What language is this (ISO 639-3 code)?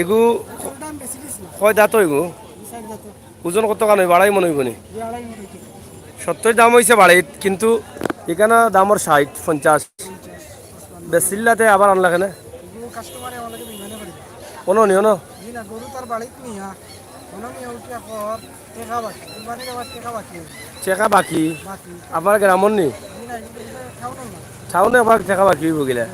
syl